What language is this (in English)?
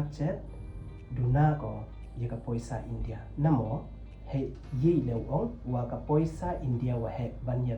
Pnar